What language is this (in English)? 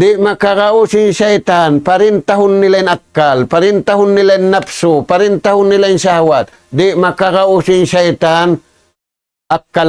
Tausug